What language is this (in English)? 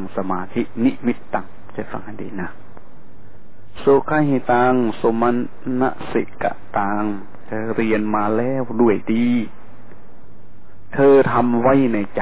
Thai